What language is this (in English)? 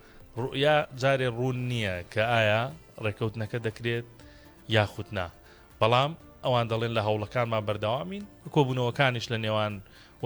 Central Kurdish